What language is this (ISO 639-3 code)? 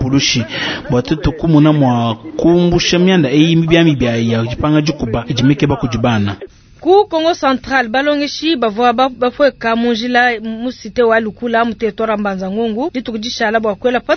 lua